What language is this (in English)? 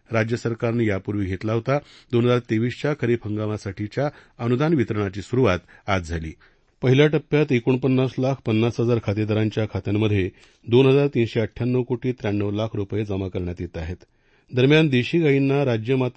Marathi